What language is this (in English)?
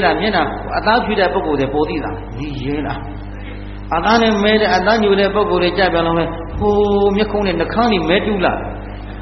Burmese